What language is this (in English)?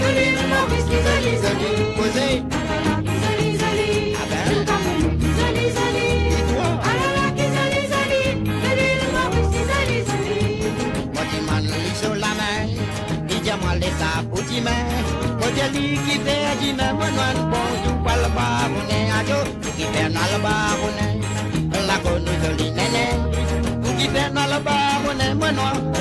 Morisyen